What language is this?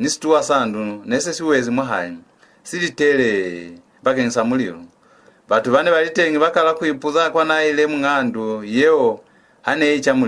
Lozi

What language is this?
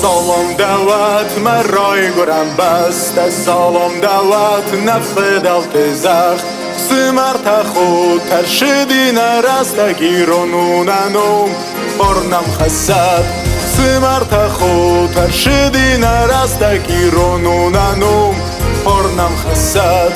Ossetic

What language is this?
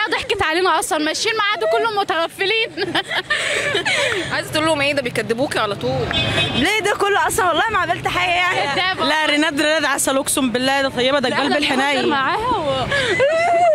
Egyptian Arabic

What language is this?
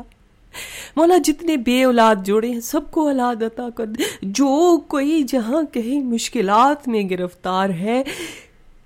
Urdu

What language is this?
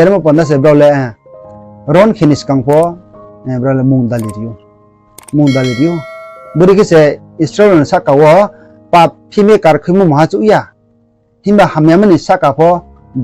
Riang (India)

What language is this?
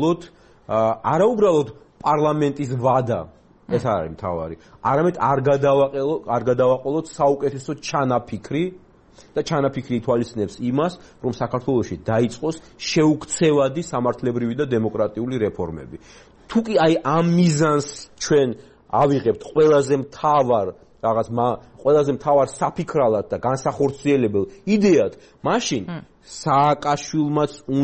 Georgian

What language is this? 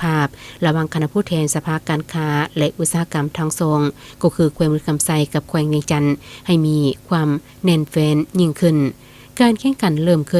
Lao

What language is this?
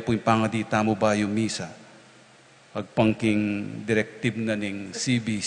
Pampanga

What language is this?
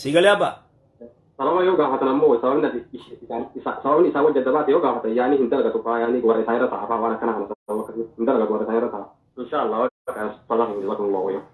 Oromo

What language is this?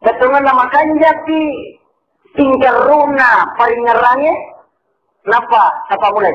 Buginese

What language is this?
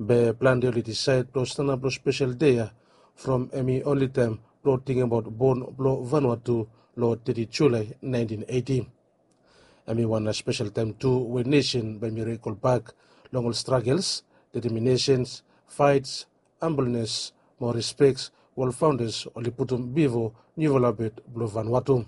Bislama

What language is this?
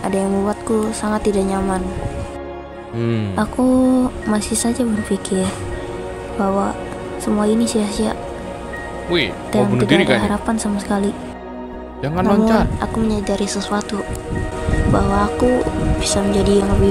Indonesian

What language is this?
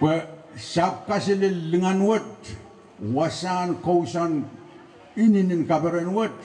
Pohnpeian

